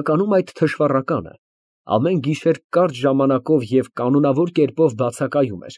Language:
Armenian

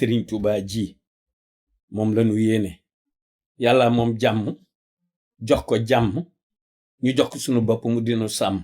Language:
Wolof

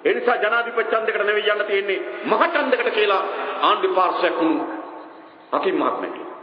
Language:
Sinhala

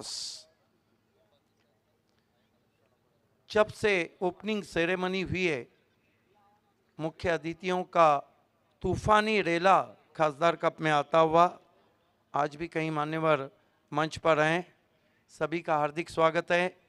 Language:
Marathi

